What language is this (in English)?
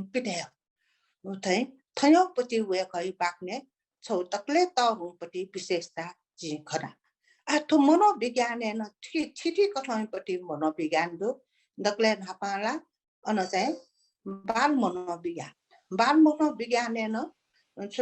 Newari